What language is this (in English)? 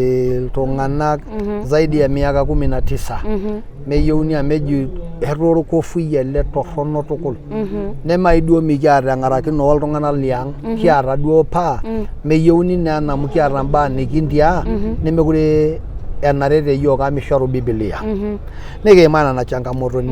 Masai